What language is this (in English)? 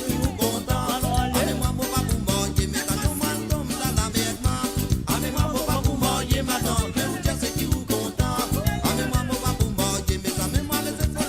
Morisyen